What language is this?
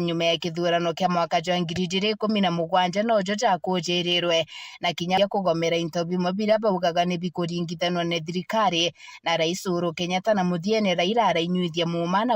Meru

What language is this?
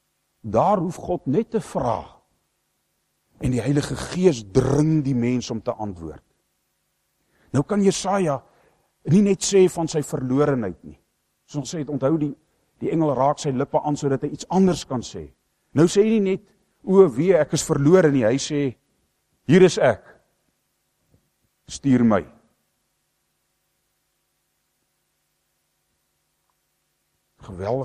Afrikaans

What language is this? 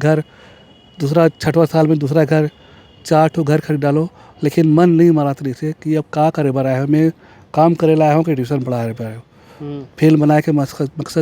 Chhattisgarhi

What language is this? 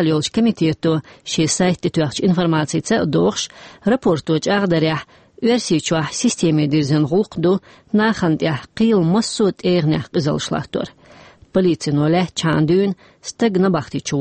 Chechen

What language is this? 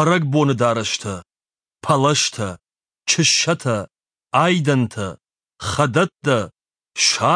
Ossetic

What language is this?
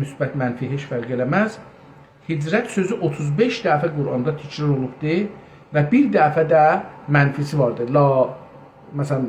South Azerbaijani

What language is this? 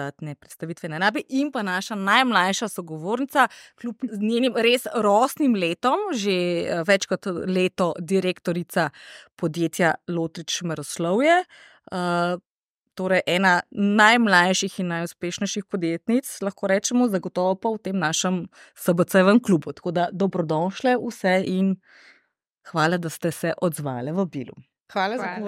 Slovenian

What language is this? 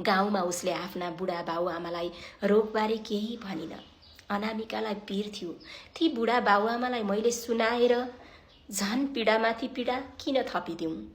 Nepali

